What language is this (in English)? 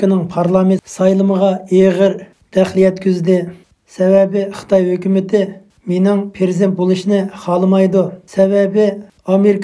Uyghur